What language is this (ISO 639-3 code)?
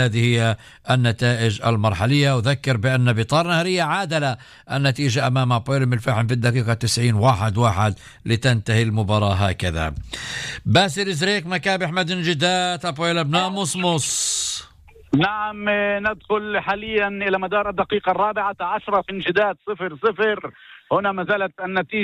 apc